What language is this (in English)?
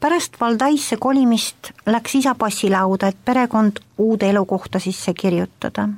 Estonian